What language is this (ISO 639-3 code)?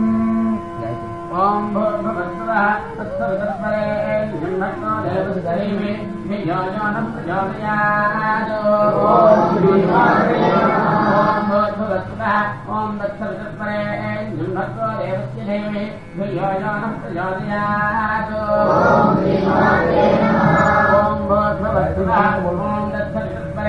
san